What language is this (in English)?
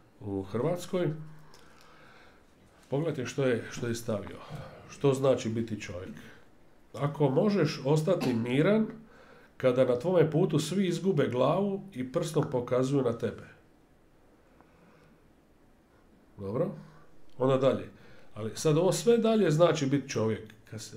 Croatian